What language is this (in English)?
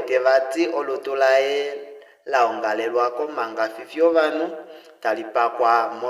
Kuanyama